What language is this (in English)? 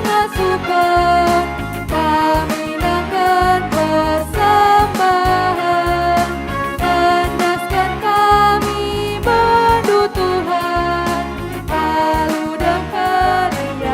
Batak Karo